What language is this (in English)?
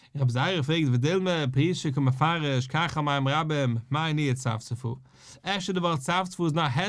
Yiddish